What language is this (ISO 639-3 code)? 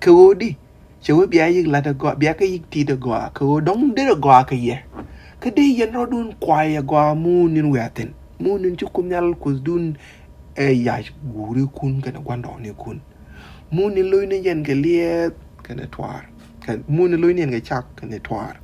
nus